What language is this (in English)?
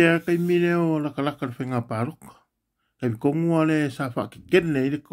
Samoan